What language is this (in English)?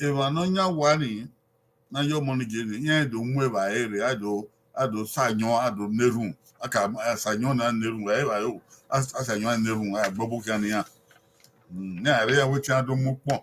Bini